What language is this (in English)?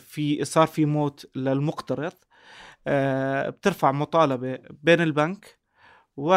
North Levantine Arabic